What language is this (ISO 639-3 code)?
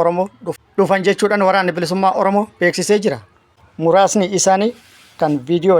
orm